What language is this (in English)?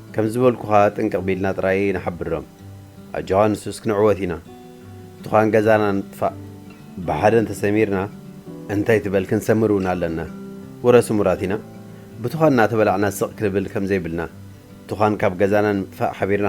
Tigrinya